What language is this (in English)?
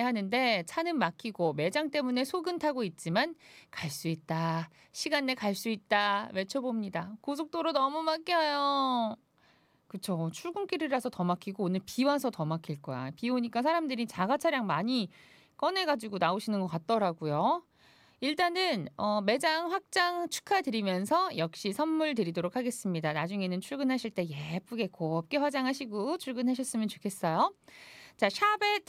Korean